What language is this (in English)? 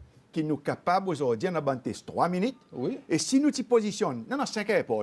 Seselwa Creole French